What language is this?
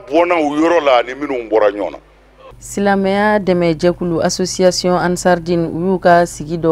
Bambara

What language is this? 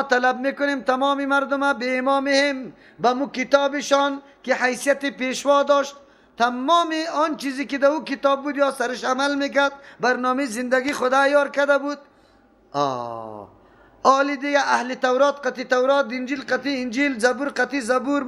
Persian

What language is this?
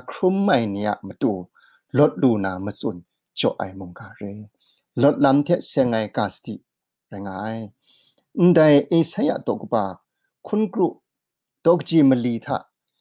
Kachin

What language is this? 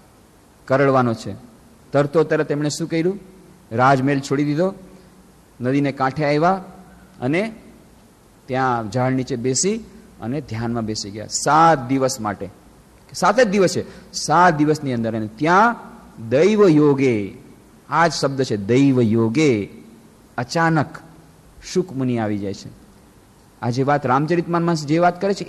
Gujarati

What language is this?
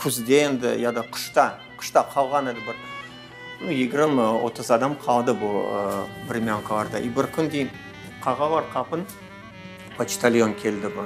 Crimean Tatar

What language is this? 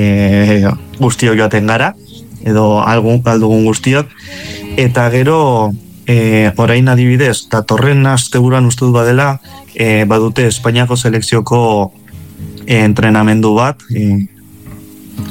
Basque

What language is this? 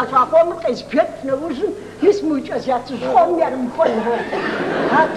Kabardian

